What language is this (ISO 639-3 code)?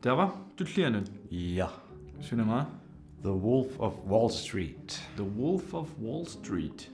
kal